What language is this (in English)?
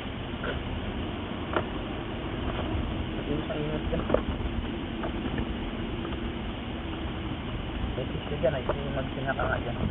Filipino